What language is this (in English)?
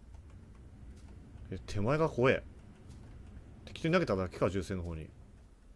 Japanese